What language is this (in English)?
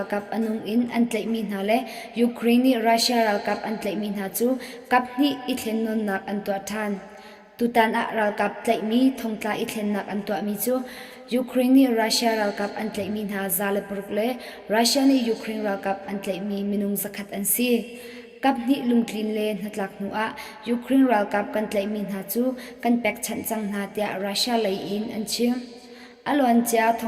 Hakha Chin